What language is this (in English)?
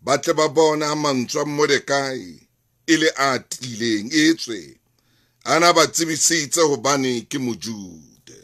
Southern Sotho